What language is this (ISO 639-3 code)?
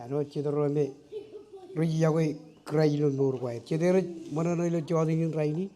mah